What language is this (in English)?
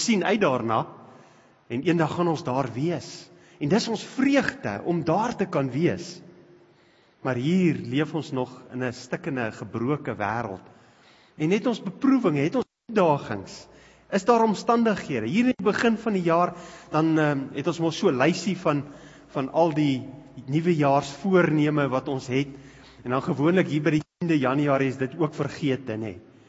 Afrikaans